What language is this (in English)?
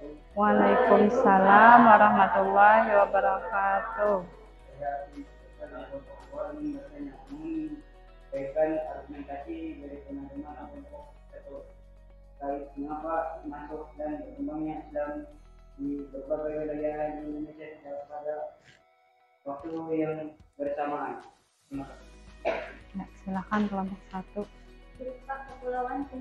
Indonesian